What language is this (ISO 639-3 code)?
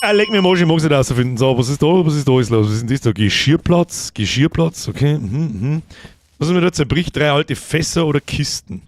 bar